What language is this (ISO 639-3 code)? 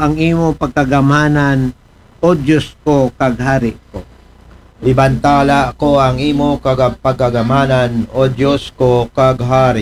akl